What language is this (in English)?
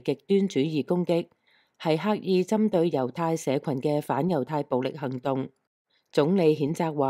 Cantonese